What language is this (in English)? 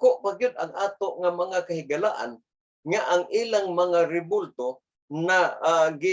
Cebuano